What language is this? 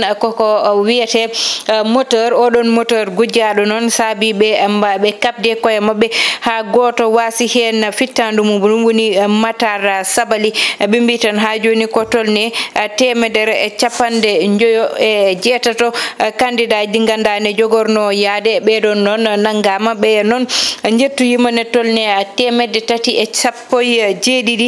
Fula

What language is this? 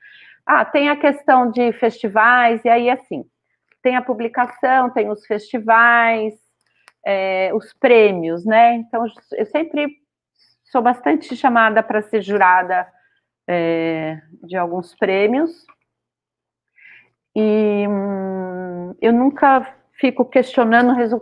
Portuguese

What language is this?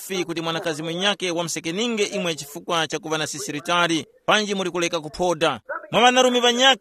Tumbuka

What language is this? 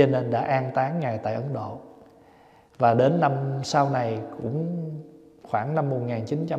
Vietnamese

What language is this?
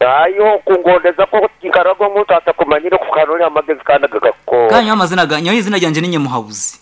Nyankole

